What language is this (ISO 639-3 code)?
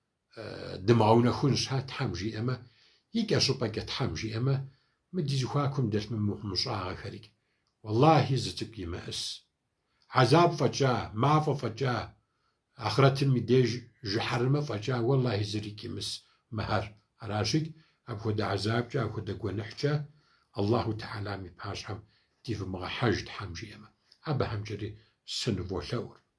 kbd